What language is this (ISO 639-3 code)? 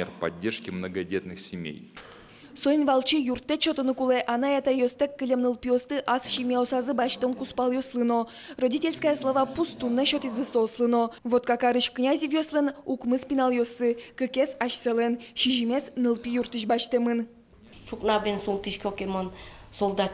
udm